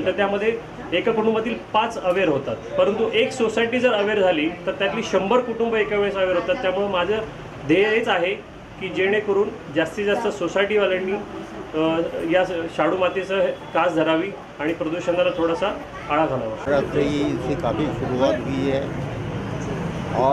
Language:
Marathi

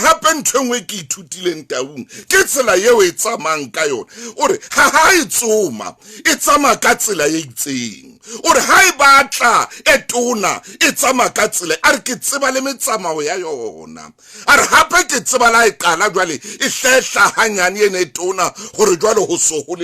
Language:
Southern Sotho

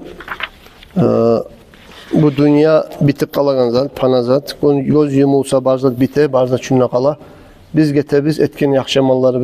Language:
Kumyk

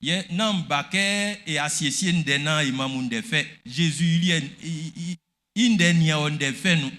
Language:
Baoulé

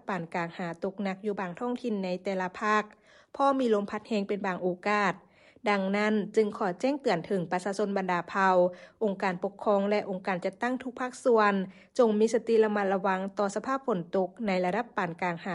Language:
Lao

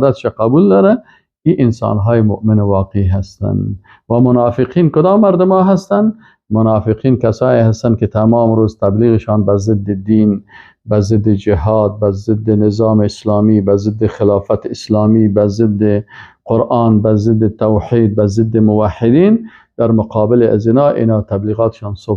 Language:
Persian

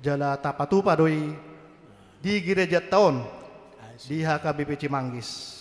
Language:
Batak Toba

